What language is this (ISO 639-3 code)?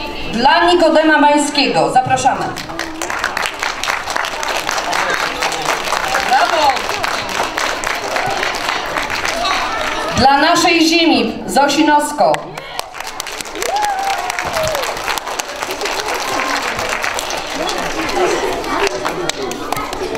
pol